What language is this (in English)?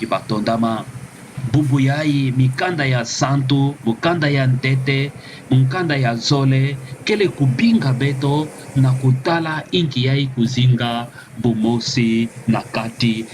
Kituba (Democratic Republic of Congo)